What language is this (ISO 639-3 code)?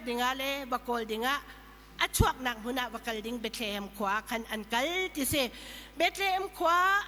cnh